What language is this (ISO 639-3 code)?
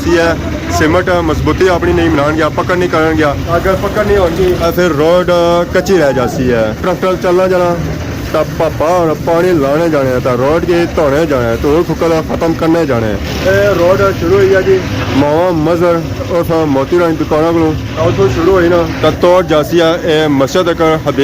phr